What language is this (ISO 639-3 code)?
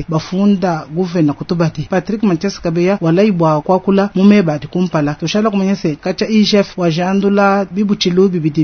lua